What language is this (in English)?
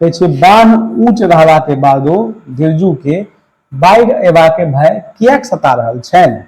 Maithili